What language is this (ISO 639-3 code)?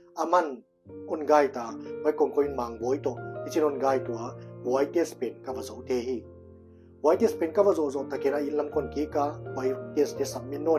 pck